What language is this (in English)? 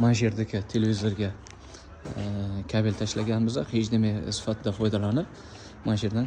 Uzbek